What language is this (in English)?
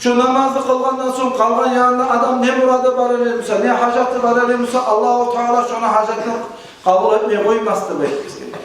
Kumyk